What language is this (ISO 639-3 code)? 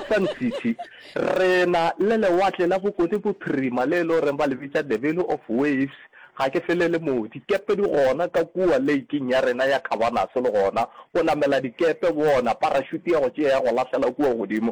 nso